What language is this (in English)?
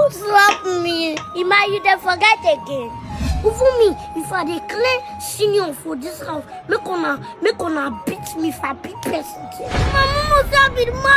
Nigerian Pidgin